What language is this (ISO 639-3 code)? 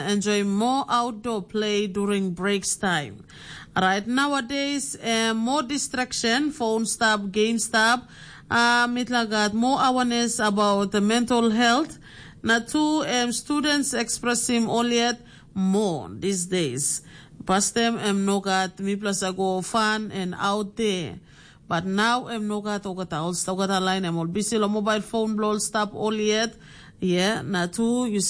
tpi